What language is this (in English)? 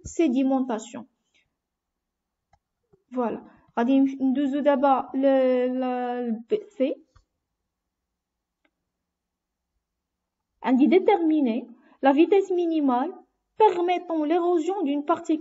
Moroccan Arabic